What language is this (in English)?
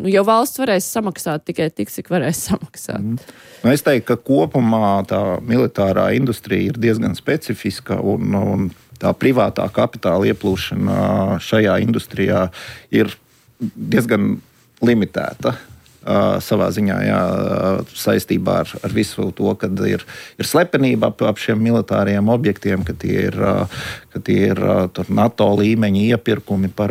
Latvian